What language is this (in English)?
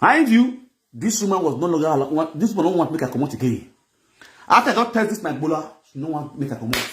Nigerian Pidgin